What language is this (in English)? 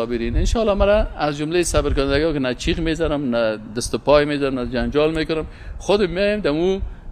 Persian